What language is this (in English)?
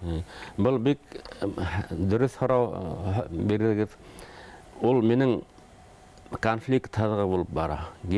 Bashkir